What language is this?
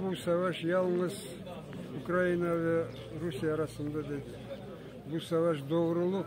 Crimean Tatar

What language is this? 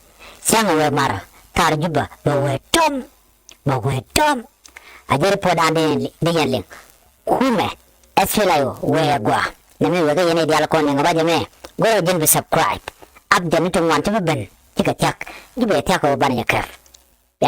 Nuer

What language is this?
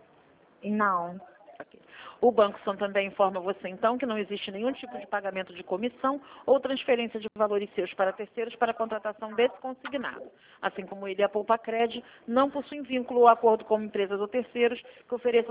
Portuguese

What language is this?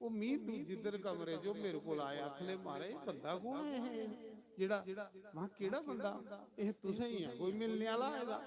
Dogri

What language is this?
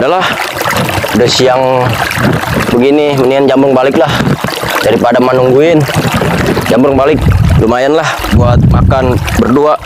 Betawi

